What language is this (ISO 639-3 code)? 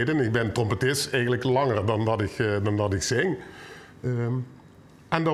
lim